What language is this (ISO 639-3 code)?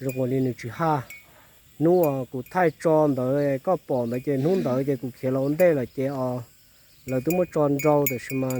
hmn